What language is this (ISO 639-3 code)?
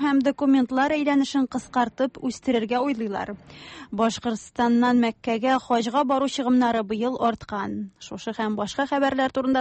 tat